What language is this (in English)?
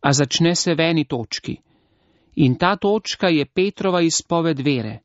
Slovenian